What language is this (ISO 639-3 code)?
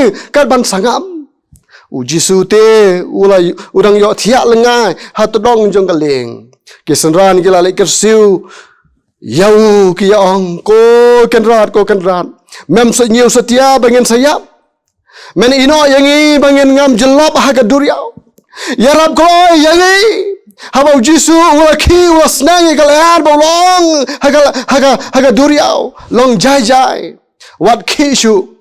kha